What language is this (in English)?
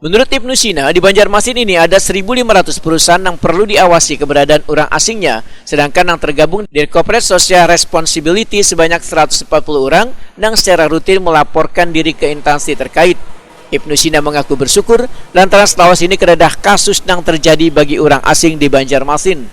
Banjar